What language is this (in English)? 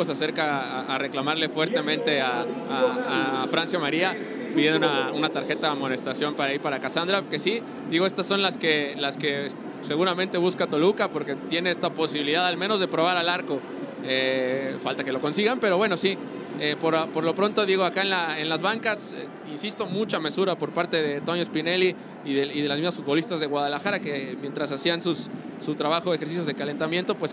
Spanish